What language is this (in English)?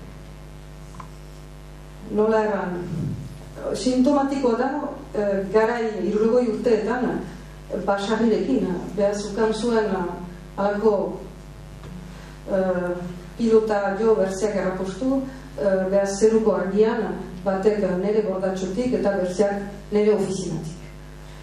Basque